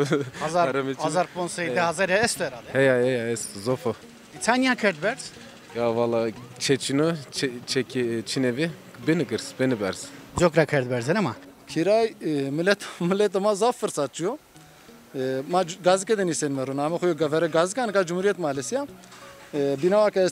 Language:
Zaza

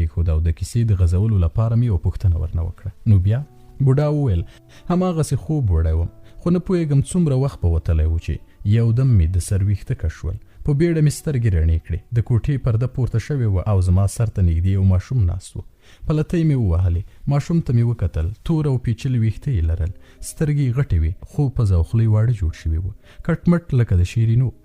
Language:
Pashto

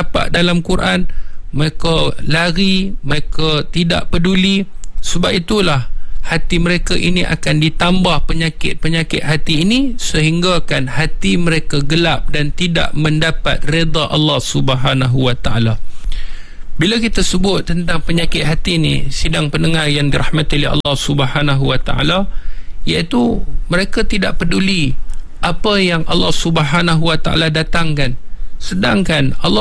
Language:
Malay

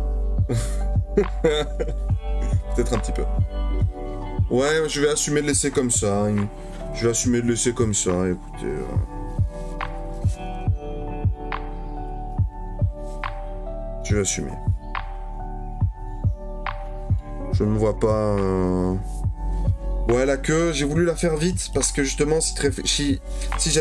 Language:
French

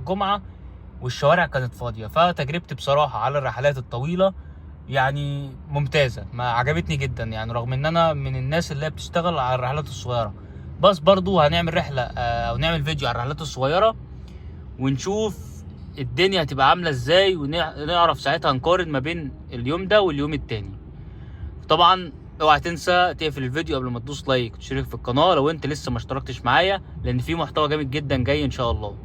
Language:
Egyptian Arabic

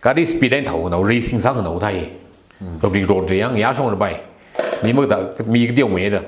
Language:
Tangkhul Naga (India)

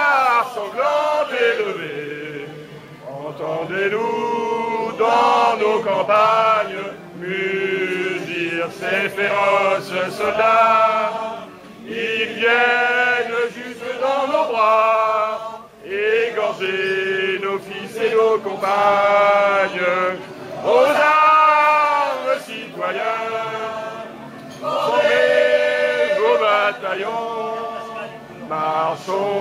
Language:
French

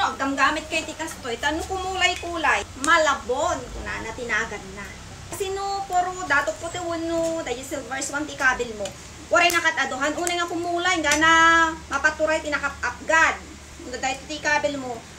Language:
Iloko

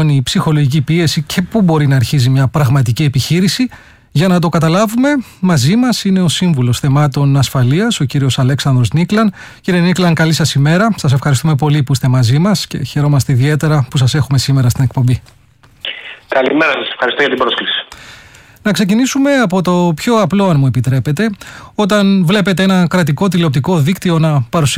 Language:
Greek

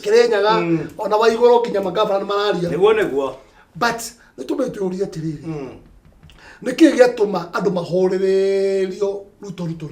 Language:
Kikuyu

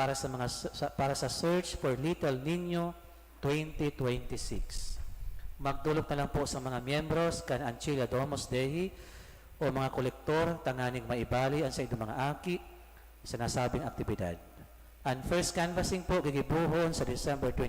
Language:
Bikol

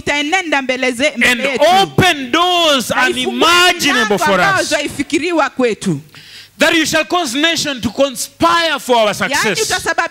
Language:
Swahili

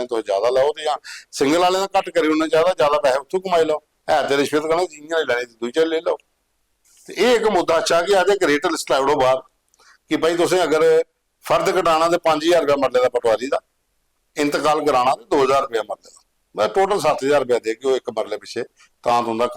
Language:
Dogri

